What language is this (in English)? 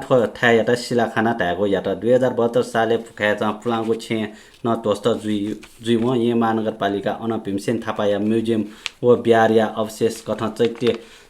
Newari